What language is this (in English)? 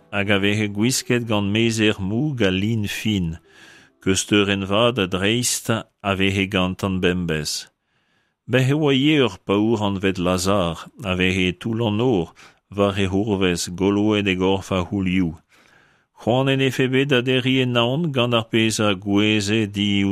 Breton